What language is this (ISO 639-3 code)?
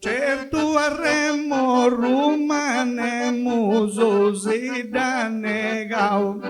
srd